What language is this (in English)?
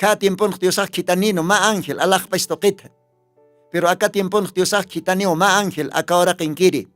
Aymara